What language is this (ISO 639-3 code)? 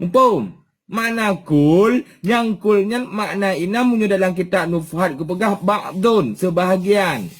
ace